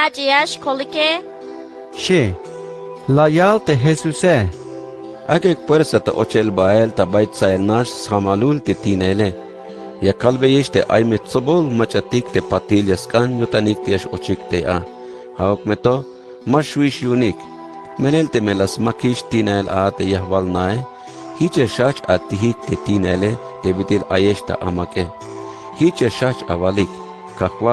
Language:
Tzeltal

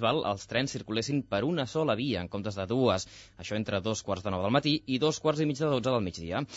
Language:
Catalan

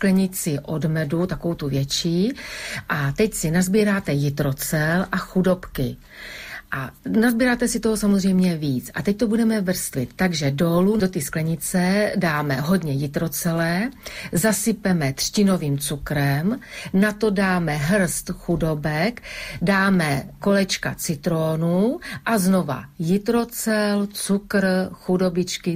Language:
Czech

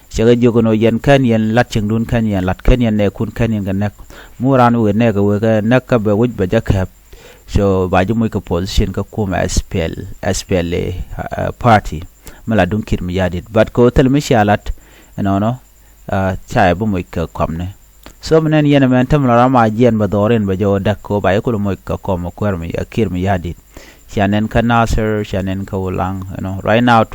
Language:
Nuer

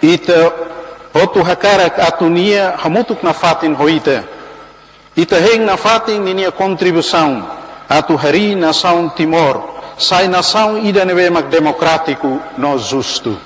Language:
Tetum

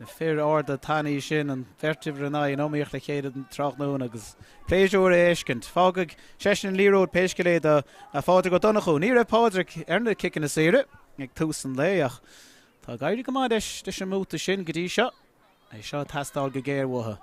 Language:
Irish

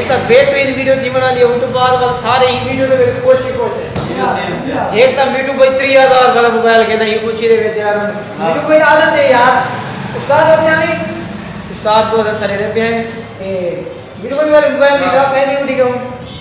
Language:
Saraiki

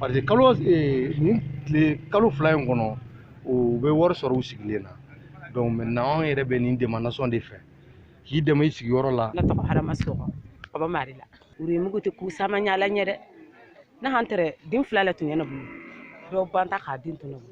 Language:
Bambara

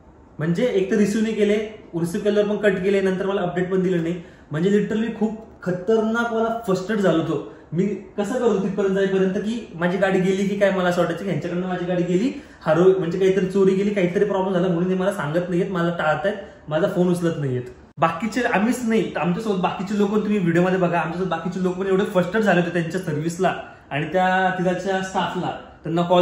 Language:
Marathi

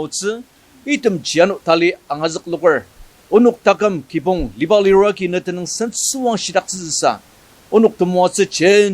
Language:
Ao Naga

